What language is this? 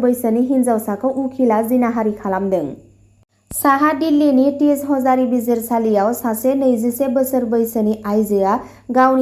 Bodo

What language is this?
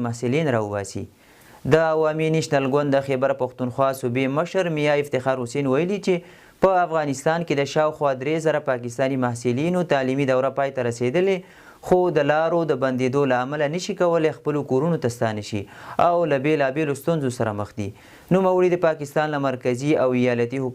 Pashto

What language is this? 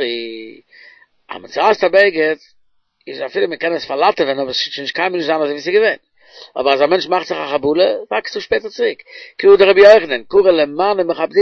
Yiddish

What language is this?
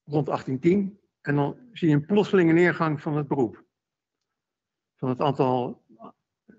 Dutch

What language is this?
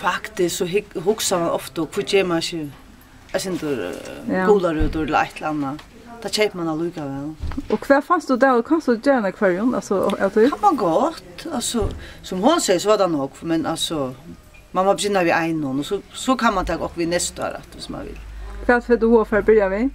Faroese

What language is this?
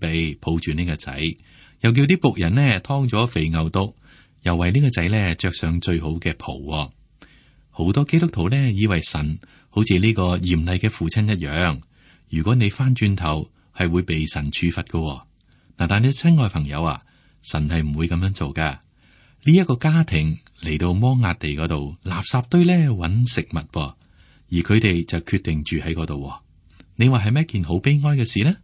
Cantonese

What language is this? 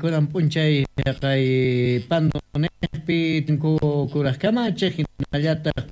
South Bolivian Quechua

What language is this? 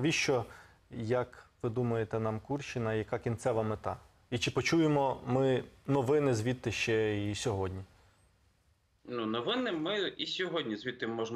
Ukrainian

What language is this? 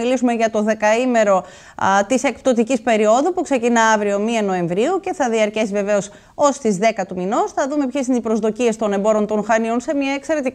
Greek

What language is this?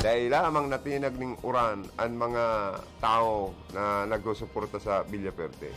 Bikol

